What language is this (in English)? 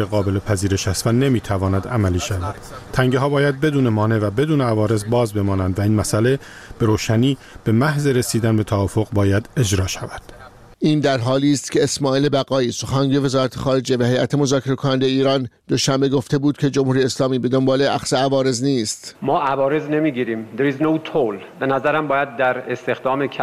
Persian